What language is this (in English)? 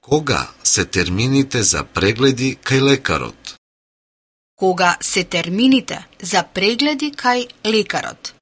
Macedonian